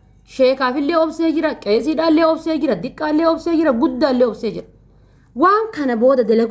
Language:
Oromo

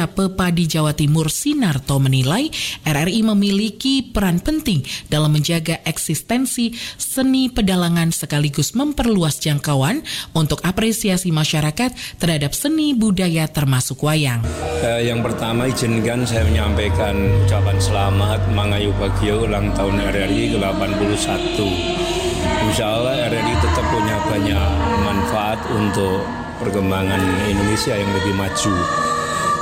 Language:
Indonesian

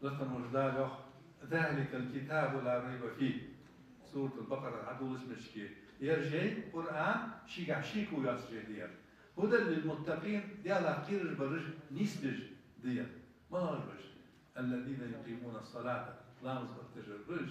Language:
Ingush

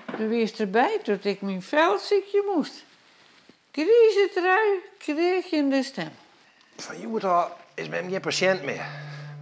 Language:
Western Frisian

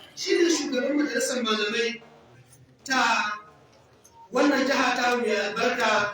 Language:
Hausa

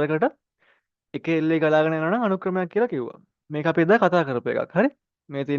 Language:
Sinhala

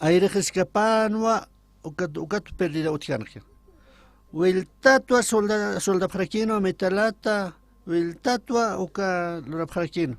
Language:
Aymara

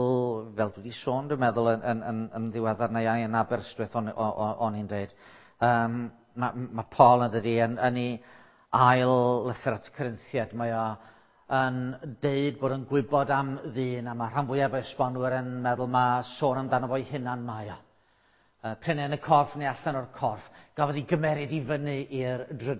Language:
Welsh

